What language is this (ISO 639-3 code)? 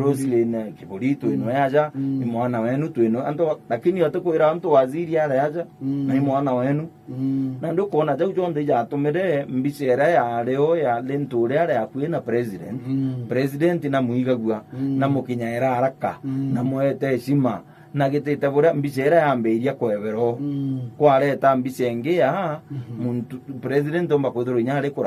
mer